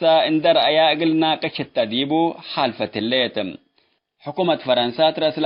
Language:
Tigre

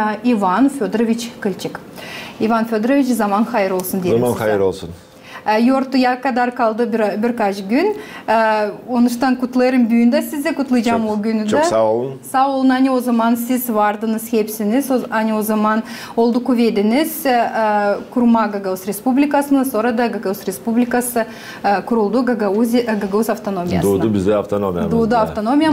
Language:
Gagauz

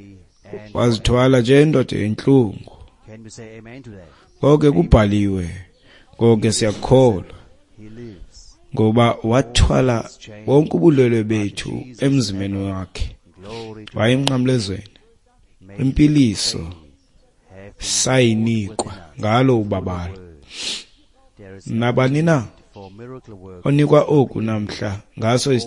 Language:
Xhosa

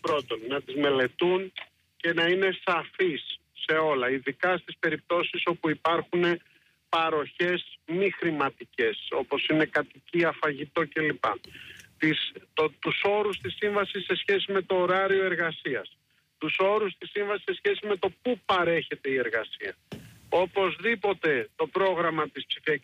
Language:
Greek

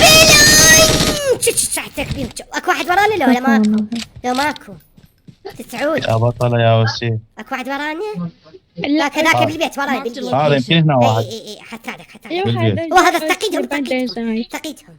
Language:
Mesopotamian Arabic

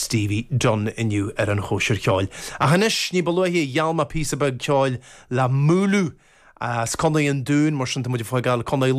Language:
Irish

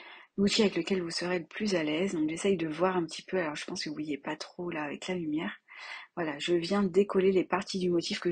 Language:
French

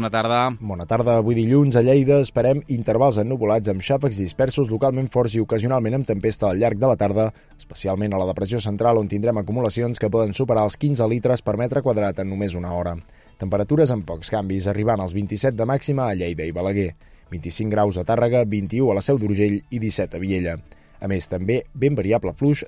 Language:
Catalan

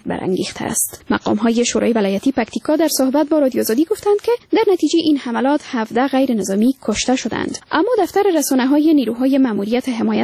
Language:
Persian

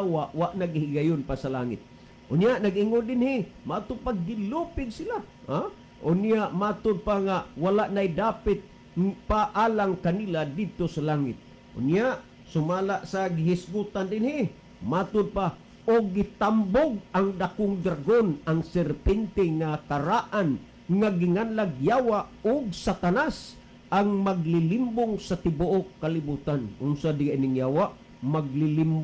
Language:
Cebuano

